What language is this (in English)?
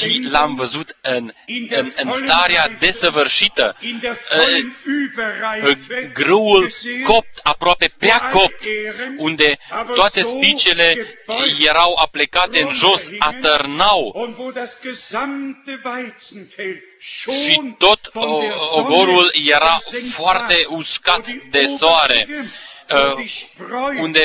Romanian